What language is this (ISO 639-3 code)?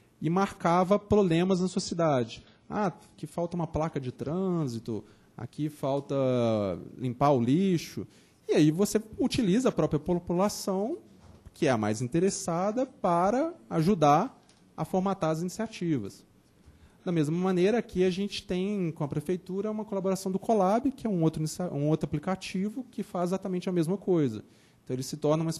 por